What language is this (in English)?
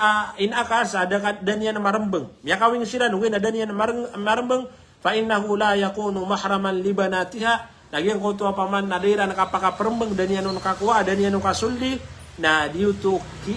Maranao